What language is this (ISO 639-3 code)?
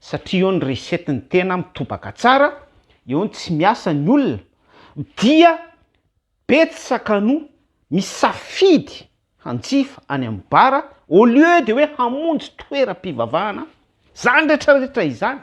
mlg